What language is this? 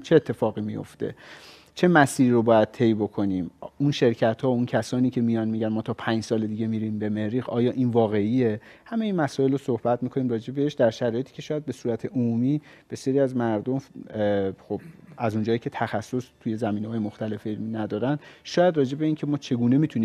Persian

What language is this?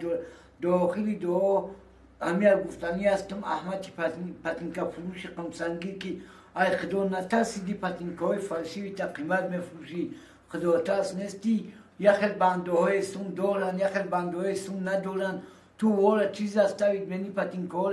Tajik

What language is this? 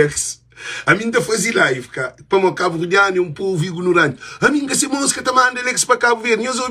Kabuverdianu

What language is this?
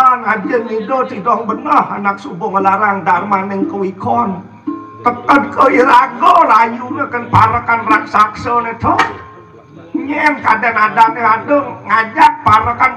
Balinese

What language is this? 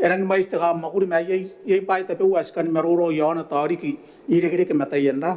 Gilbertese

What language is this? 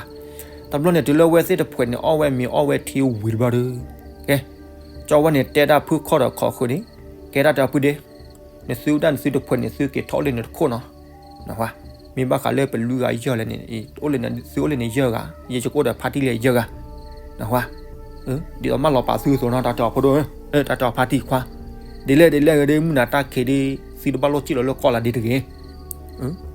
S'gaw Karen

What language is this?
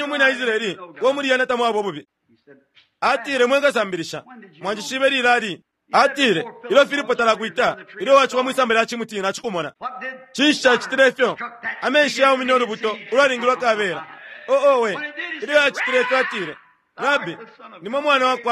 Bemba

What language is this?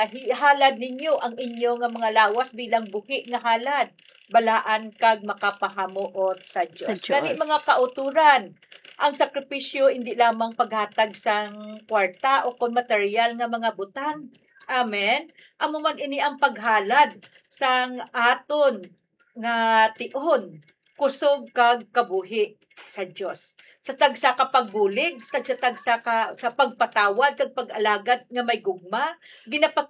Hiligaynon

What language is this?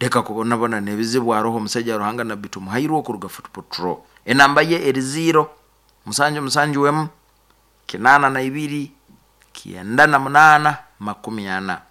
Nyankole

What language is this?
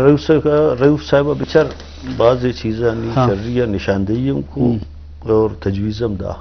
Eastern Balochi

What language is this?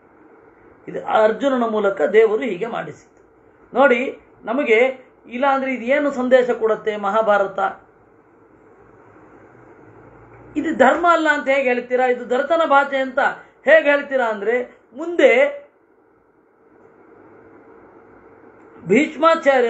Kannada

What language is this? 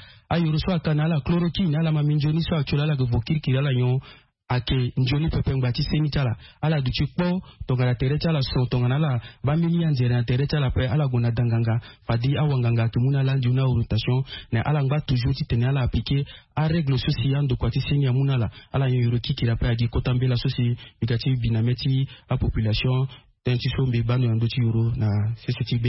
Sango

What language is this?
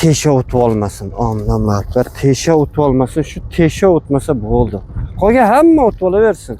Uzbek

